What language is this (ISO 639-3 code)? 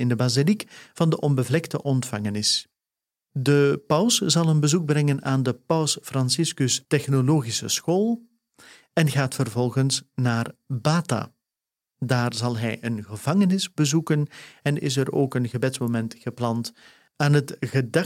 nld